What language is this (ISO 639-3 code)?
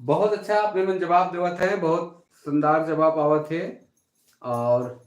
sck